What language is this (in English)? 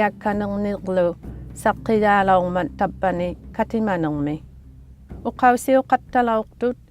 Inuktitut